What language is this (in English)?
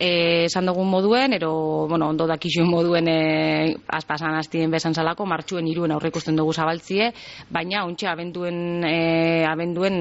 Basque